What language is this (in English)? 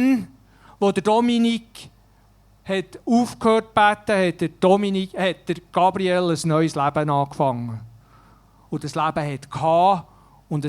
Swiss German